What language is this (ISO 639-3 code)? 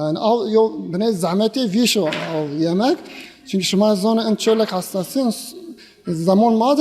zza